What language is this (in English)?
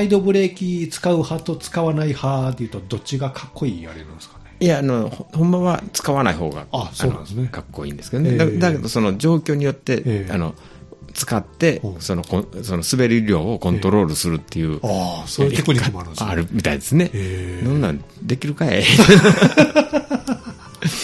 Japanese